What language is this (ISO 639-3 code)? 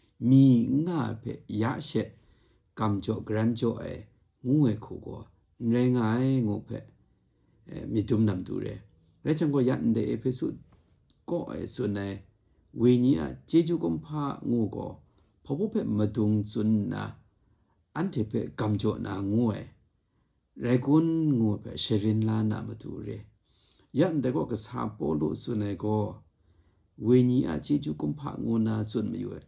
kac